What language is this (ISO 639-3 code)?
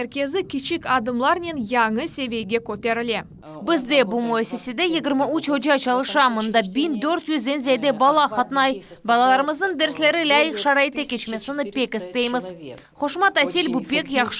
crh